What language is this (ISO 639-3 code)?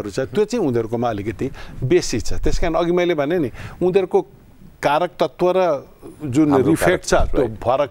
nep